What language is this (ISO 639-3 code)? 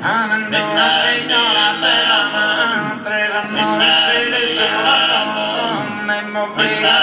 srd